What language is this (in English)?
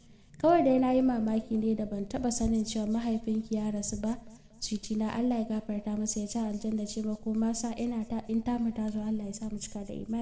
Hausa